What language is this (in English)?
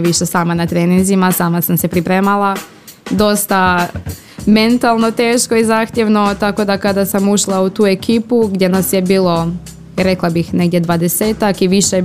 Croatian